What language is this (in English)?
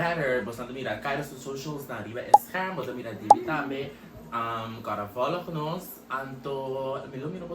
Papiamento